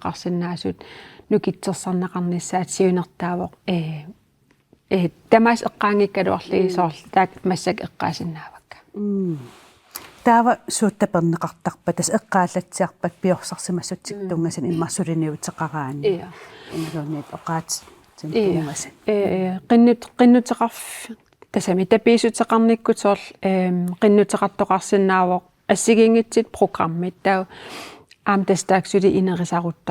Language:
Kalaallisut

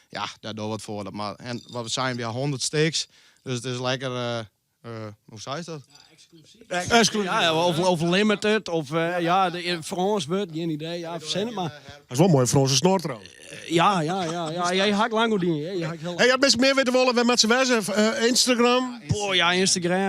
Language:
Western Frisian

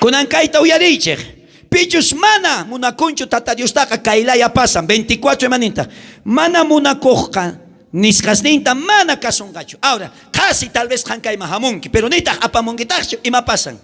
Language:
South Bolivian Quechua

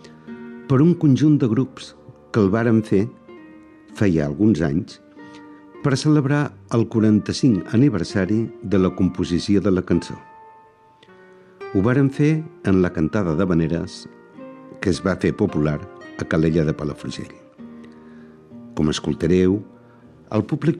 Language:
Catalan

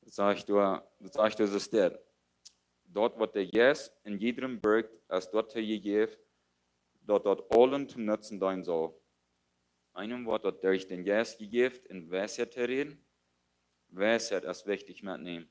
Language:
Plautdietsch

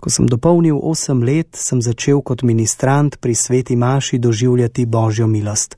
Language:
Slovenian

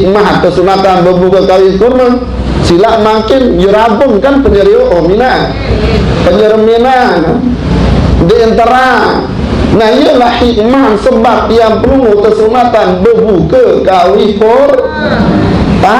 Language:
Sasak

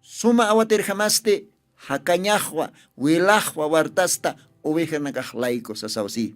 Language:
Aymara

